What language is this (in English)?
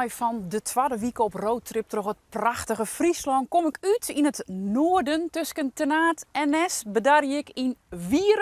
Western Frisian